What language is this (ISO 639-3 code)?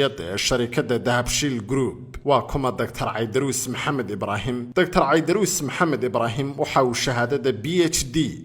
som